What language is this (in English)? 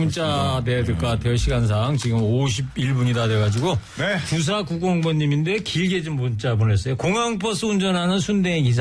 Korean